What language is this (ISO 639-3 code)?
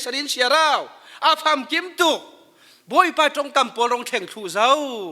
cfm